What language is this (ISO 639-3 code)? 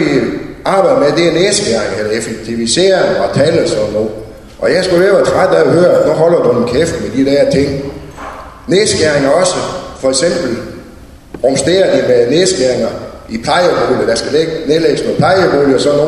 dan